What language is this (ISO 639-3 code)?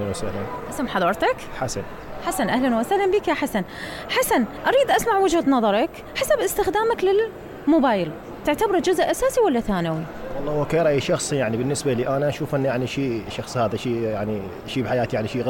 acm